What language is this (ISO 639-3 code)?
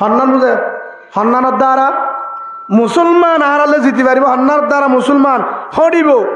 rhg